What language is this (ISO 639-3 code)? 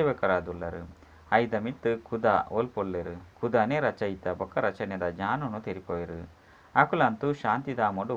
tcy